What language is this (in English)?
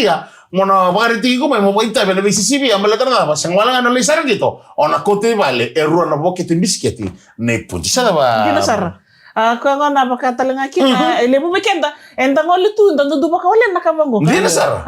Fijian